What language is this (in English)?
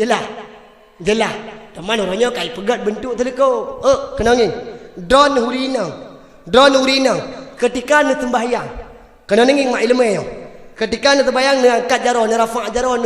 Achinese